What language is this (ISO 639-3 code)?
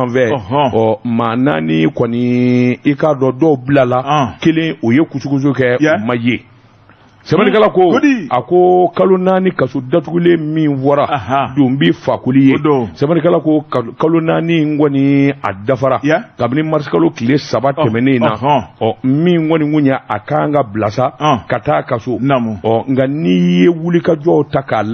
bam